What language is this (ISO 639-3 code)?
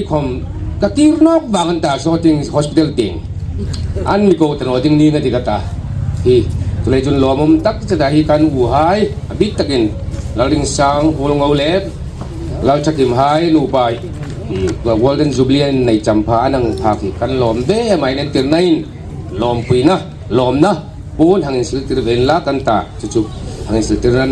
hmr